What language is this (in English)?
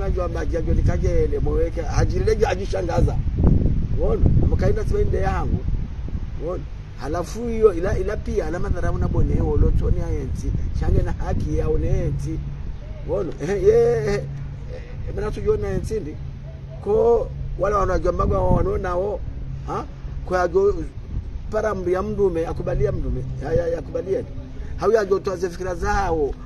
Swahili